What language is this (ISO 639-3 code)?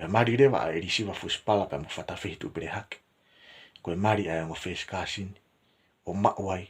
ton